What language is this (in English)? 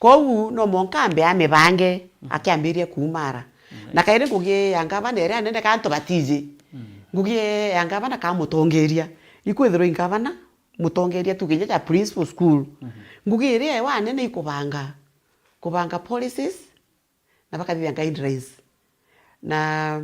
Meru